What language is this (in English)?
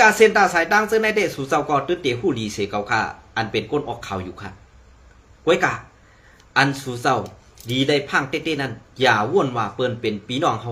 Shan